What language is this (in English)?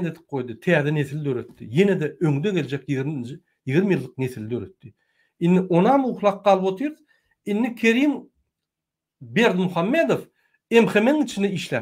Turkmen